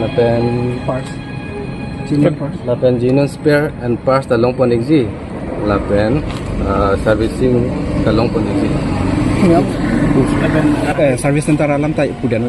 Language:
Karbi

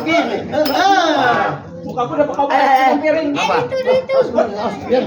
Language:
Betawi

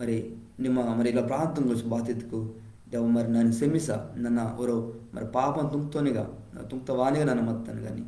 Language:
Koya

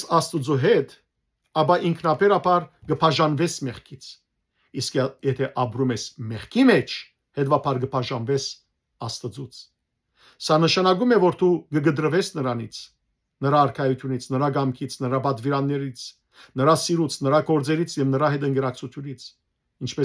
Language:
Western Armenian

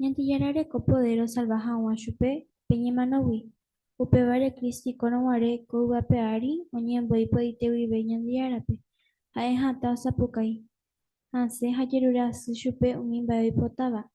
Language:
Guarani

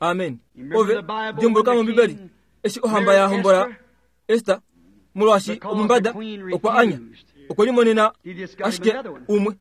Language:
Kuanyama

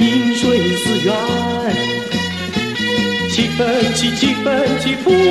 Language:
Chinese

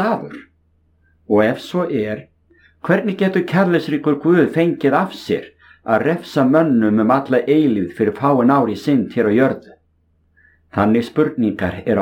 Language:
Icelandic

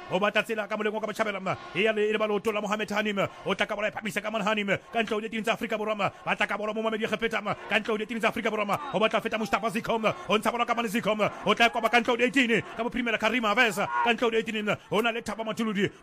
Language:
Southern Sotho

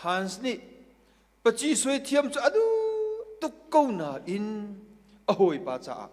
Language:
Hakha Chin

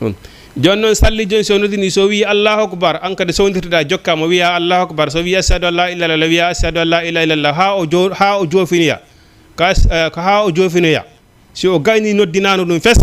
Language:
Fula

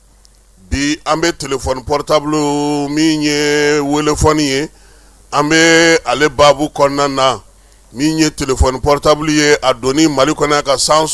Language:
Bambara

